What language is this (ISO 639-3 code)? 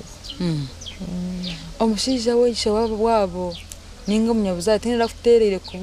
nyn